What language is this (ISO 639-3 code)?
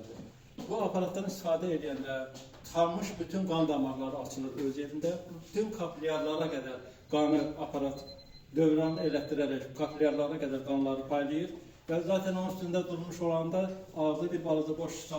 aze